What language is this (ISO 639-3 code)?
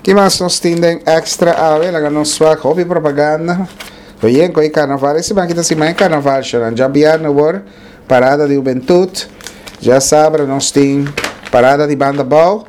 pap